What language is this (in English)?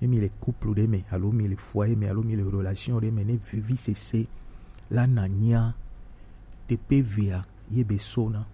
Gen